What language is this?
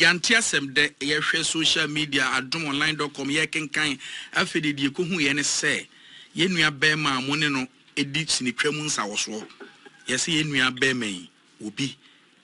Akan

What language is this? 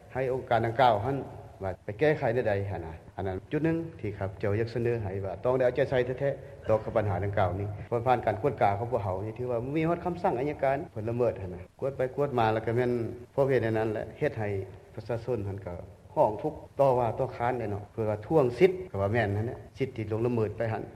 Lao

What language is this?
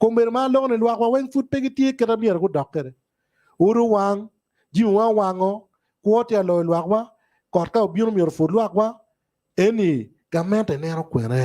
Acoli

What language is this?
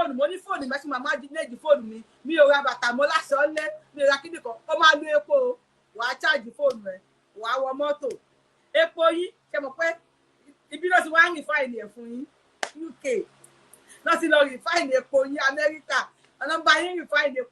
Yoruba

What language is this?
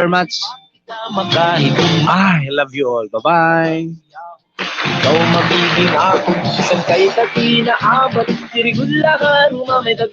Waray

